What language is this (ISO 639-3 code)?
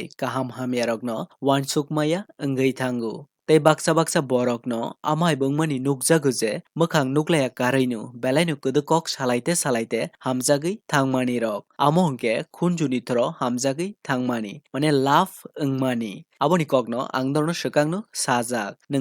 trp